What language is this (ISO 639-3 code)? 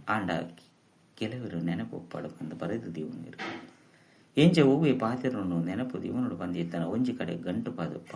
tcy